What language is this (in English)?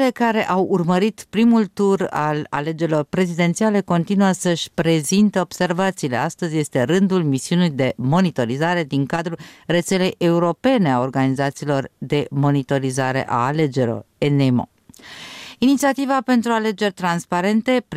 Romanian